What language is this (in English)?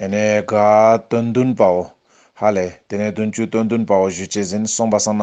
Ladakhi